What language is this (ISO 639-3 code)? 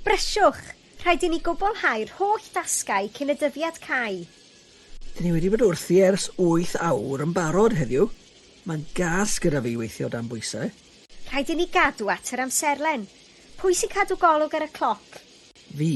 cym